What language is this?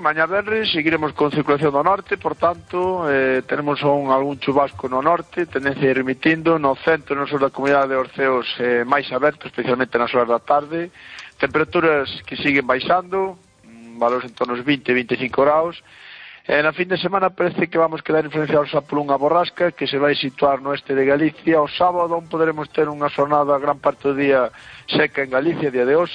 Galician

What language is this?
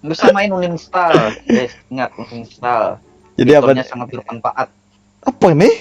Banjar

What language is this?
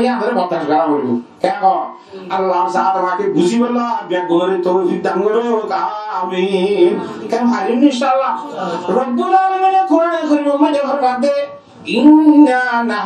Rohingya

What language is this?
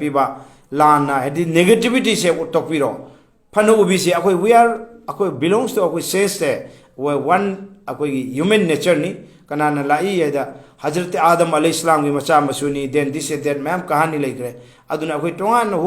Manipuri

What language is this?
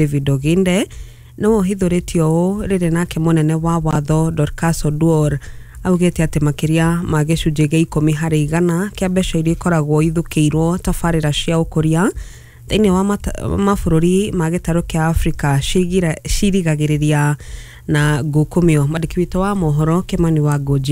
Kikuyu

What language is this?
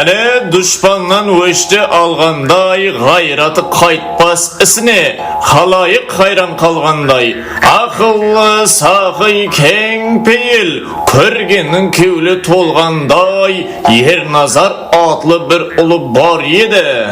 Kara-Kalpak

